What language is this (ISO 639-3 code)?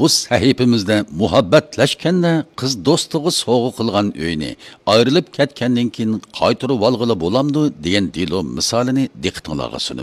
uig